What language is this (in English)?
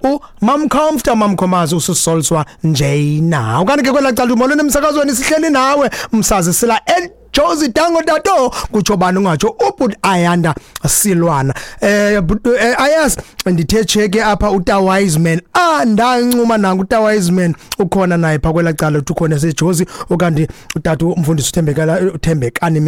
Xhosa